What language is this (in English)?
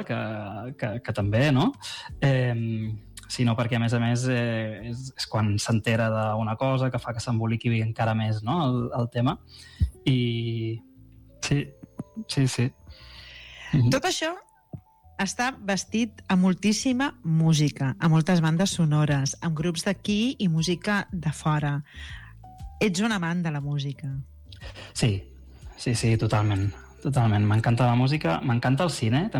Catalan